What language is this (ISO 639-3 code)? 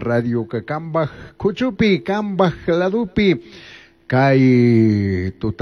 qug